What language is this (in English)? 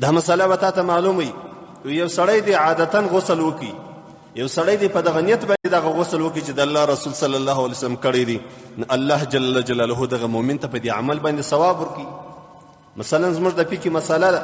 Pashto